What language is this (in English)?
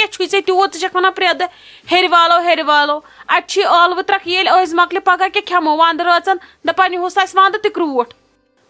Kashmiri